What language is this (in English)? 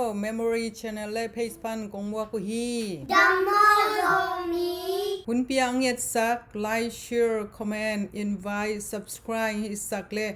Tedim Chin